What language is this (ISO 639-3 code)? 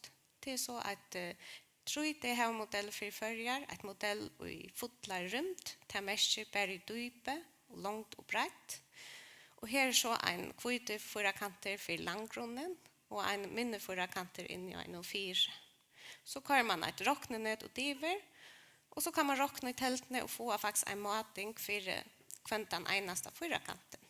fao